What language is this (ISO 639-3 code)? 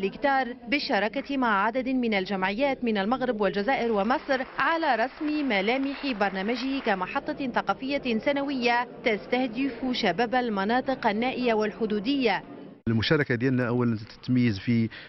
aeb